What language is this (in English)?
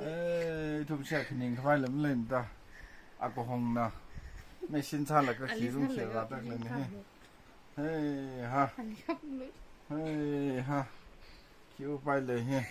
Tangkhul Naga (India)